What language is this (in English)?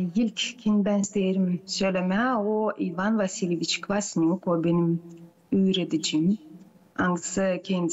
Gagauz